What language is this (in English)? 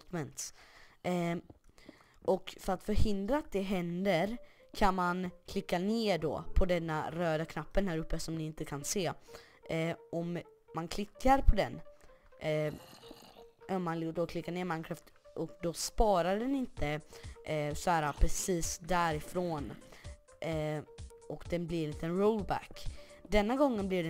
Swedish